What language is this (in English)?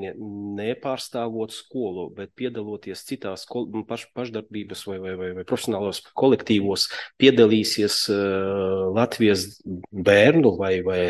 Latvian